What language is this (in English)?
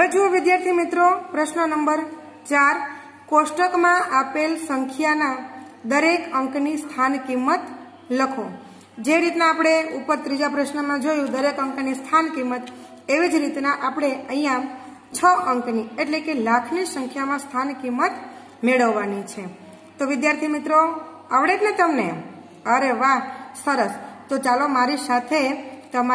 Gujarati